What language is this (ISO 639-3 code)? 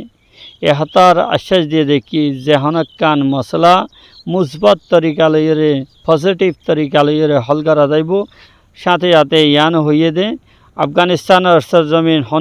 rhg